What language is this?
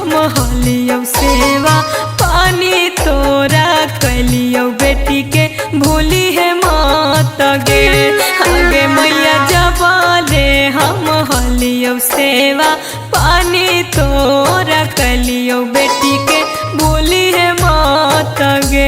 Magahi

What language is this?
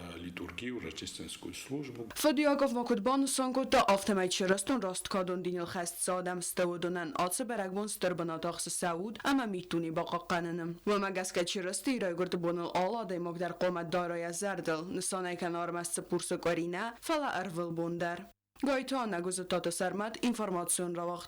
Ossetic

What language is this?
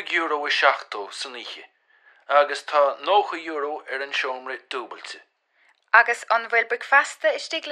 Irish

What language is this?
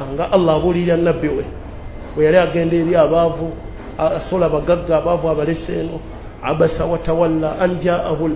Ganda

